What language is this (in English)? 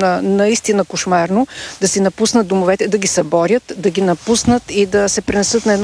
Bulgarian